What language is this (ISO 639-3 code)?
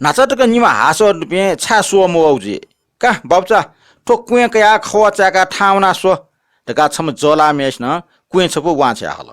new